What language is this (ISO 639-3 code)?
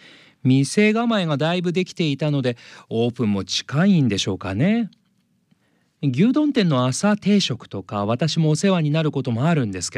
jpn